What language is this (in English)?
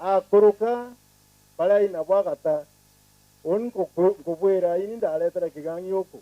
Meru